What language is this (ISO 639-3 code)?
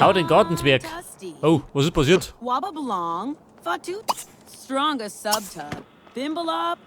bar